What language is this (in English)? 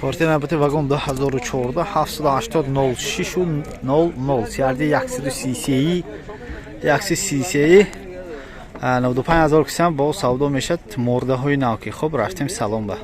Tajik